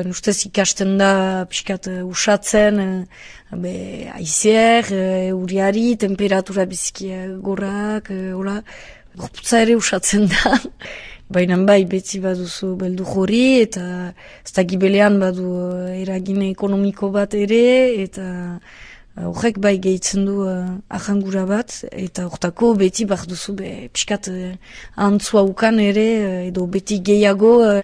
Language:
Basque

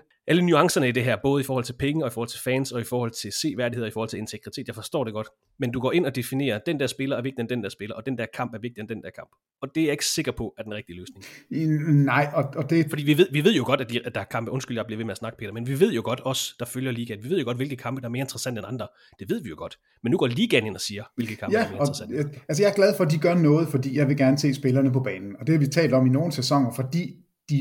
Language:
Danish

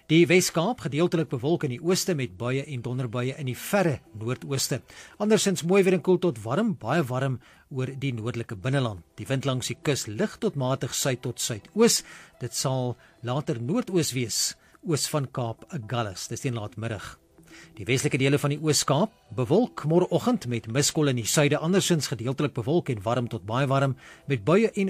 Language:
Afrikaans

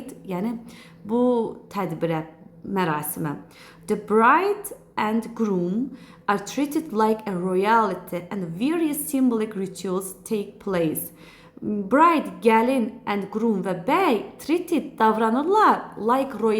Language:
Azerbaijani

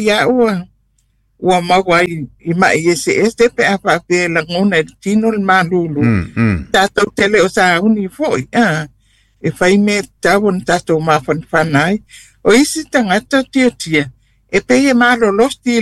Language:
Samoan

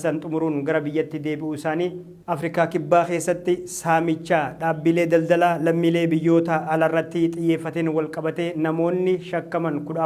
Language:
Oromo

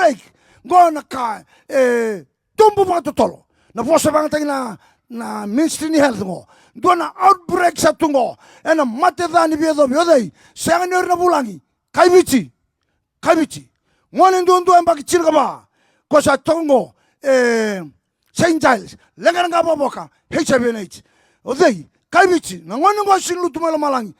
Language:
Fijian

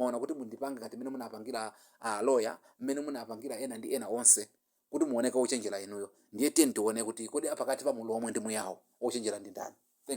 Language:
Nyanja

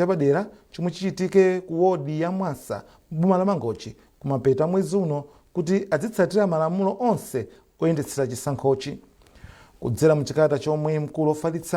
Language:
Nyanja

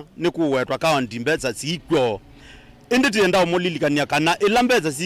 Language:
Kamba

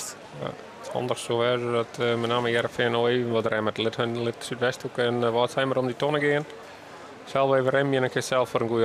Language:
Western Frisian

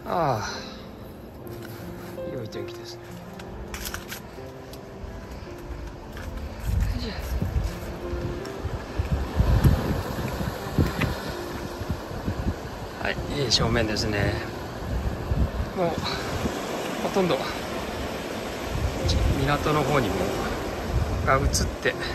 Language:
Japanese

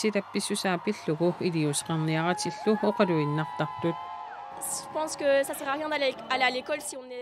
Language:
Kalaallisut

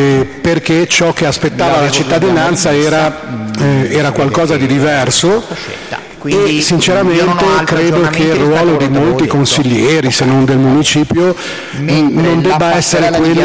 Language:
Italian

